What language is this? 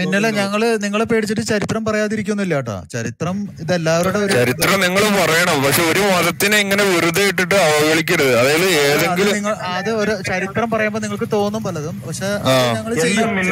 Malayalam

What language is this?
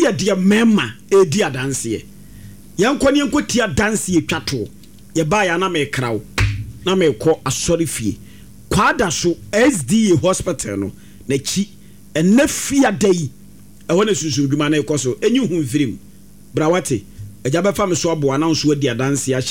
Akan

